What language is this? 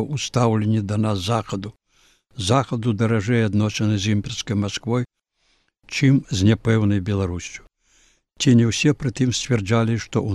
Belarusian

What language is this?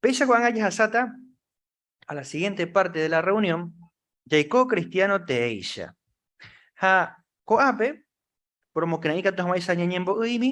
Guarani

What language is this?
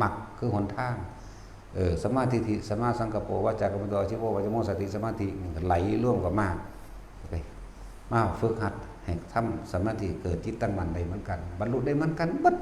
Northeastern Thai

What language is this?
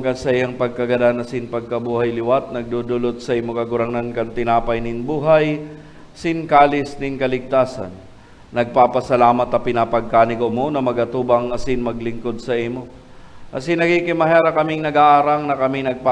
Bikol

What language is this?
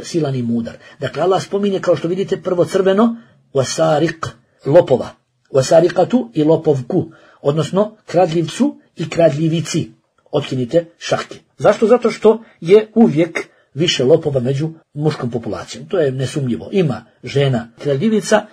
Bosnian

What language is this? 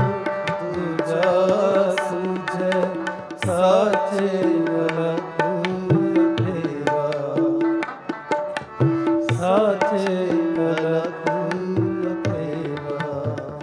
Punjabi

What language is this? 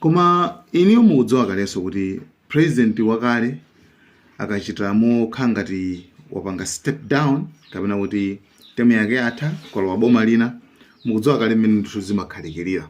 Nyanja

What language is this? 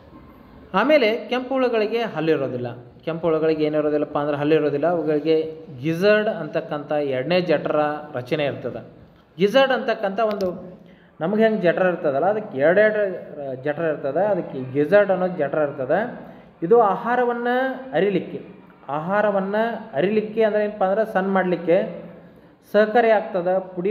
Kannada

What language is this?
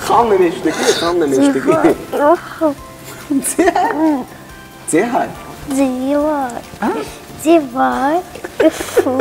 Tajik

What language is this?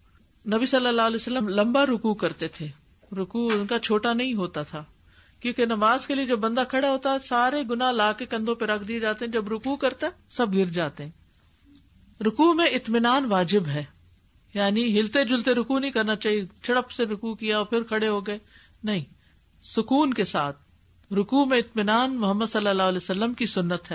Urdu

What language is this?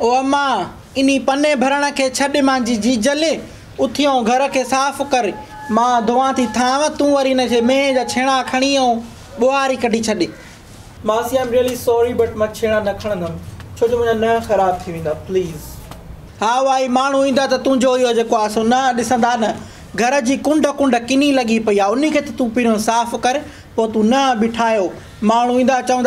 Sindhi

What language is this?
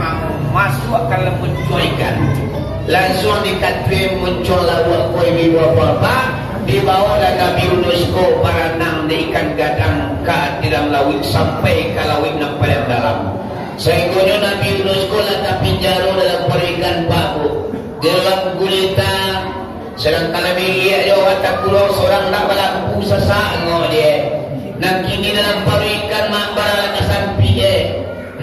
Minangkabau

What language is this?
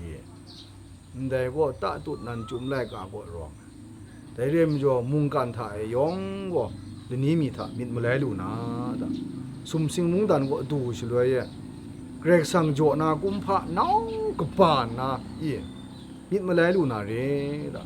Kachin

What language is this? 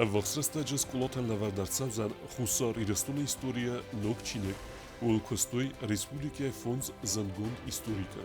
Ossetic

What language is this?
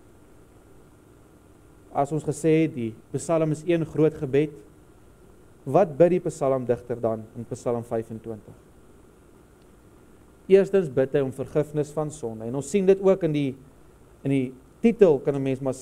Afrikaans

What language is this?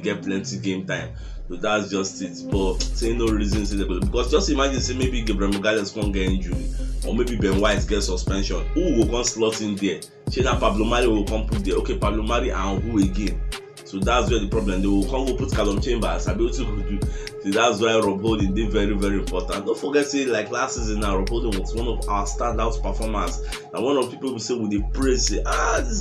Nigerian Pidgin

